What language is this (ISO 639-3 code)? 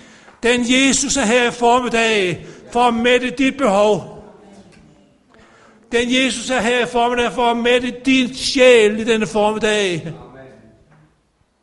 dan